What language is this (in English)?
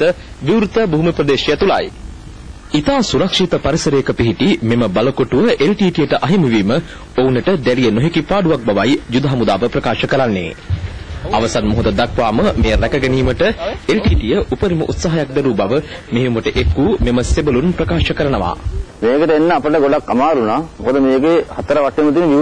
Sinhala